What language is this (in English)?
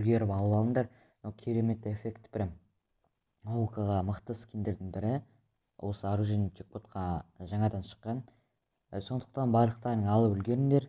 Kazakh